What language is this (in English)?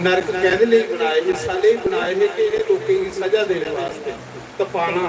Dogri